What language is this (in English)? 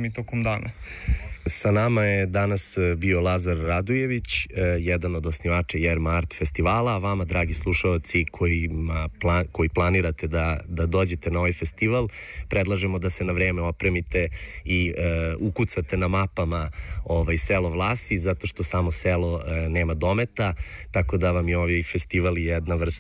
Serbian